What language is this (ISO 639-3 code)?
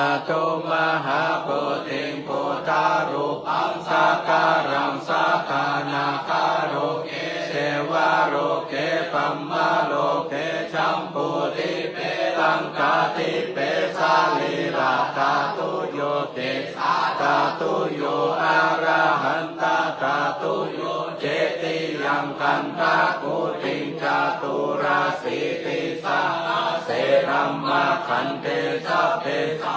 pli